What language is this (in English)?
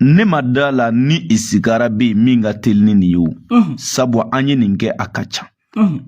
Bambara